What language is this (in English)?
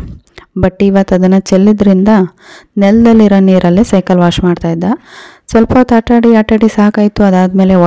Kannada